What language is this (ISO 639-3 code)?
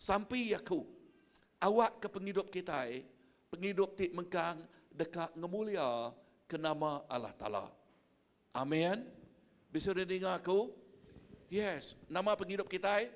iba